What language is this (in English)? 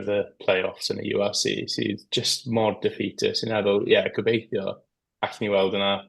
Welsh